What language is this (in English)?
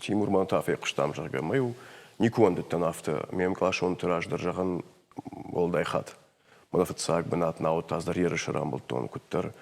Ossetic